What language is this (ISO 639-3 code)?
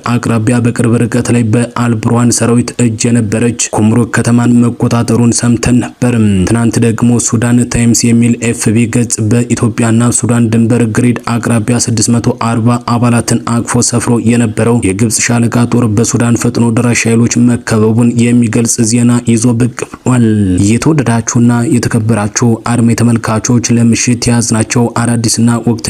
amh